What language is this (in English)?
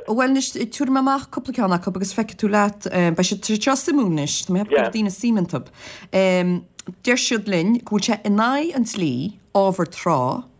Irish